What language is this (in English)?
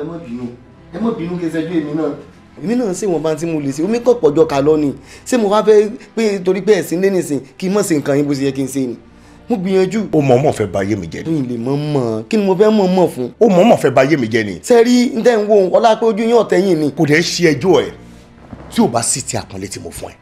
Yoruba